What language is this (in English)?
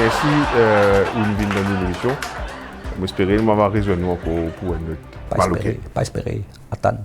Morisyen